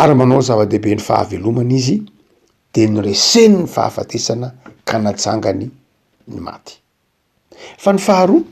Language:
Malagasy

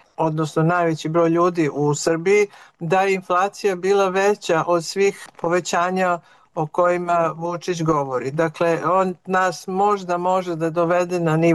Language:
Serbian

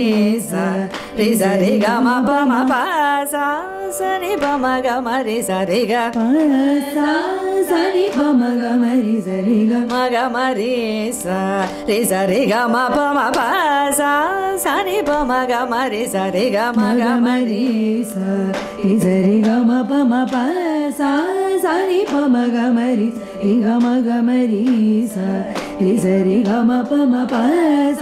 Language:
Tamil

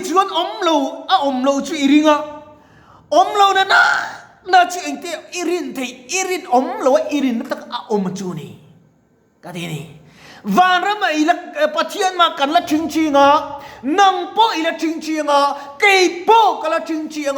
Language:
Mizo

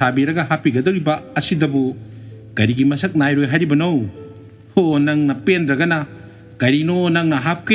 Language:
Manipuri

